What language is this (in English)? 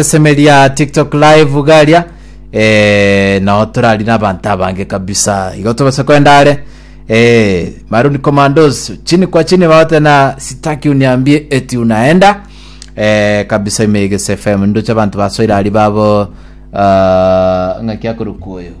Gusii